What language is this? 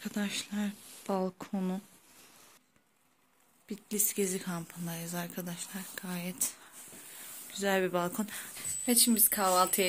Turkish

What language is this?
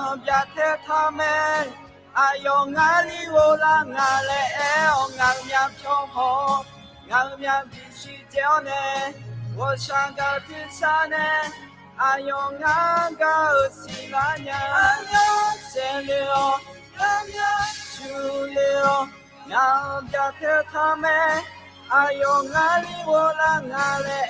Akha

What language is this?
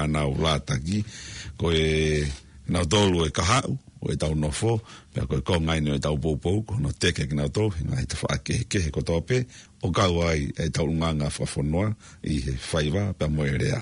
Tongan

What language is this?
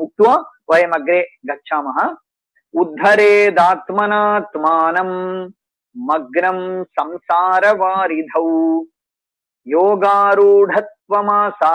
Sanskrit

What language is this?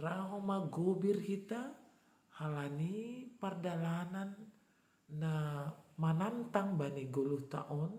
Batak Simalungun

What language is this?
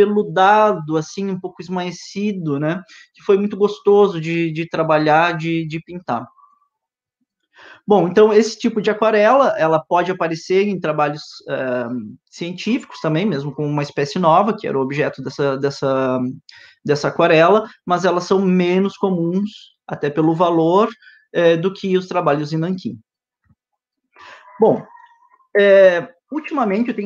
Portuguese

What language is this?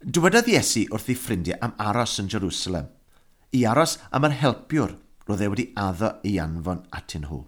Welsh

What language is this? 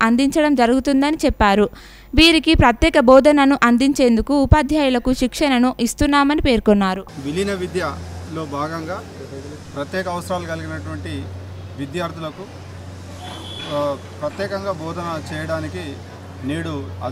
Telugu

